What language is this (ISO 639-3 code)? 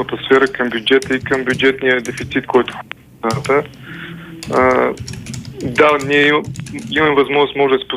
bul